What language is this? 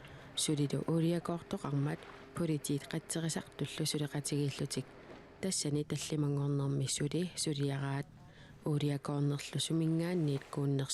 Kalaallisut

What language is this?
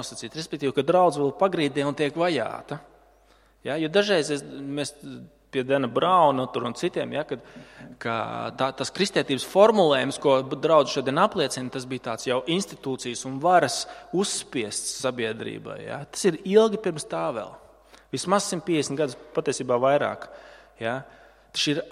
Latvian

